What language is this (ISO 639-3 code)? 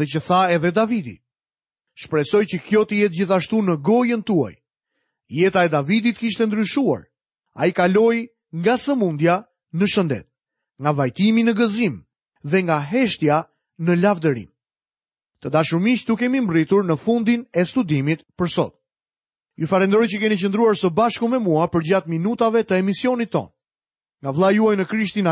sqi